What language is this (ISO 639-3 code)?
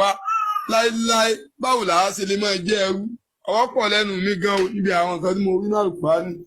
yor